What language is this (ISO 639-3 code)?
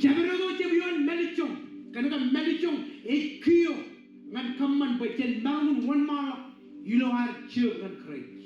mah